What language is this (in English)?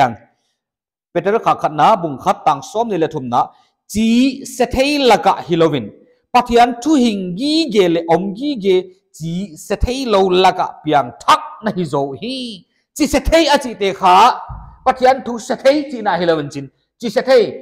Paite Chin